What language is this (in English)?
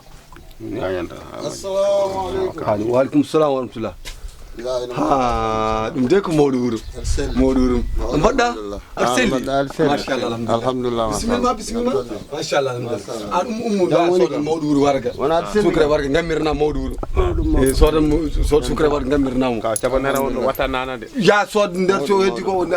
Fula